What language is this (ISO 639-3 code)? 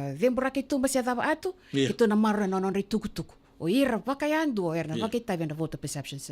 fij